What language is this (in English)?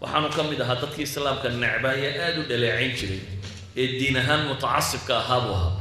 Somali